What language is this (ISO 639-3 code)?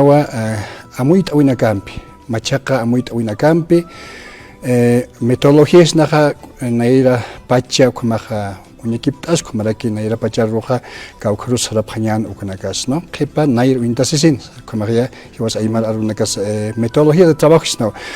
aym